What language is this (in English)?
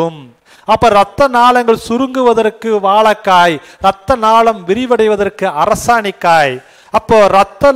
Tamil